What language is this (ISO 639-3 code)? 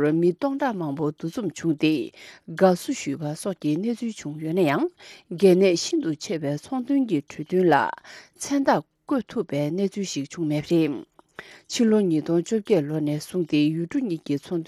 bod